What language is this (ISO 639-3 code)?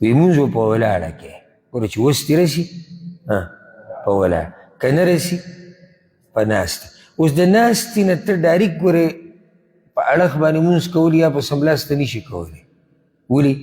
pus